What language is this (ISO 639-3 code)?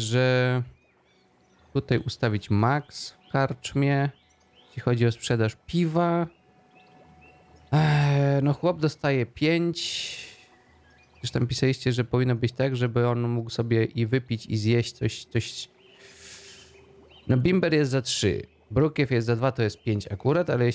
pol